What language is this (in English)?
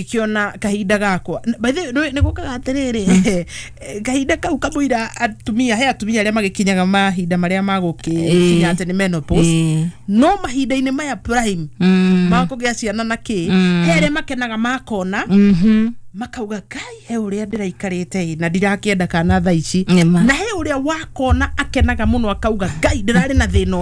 Kikuyu